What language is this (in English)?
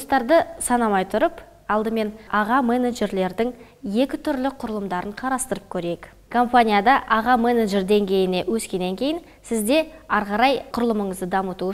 Kazakh